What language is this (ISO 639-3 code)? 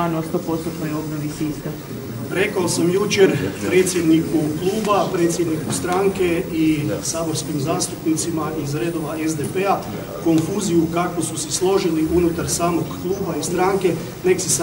hrv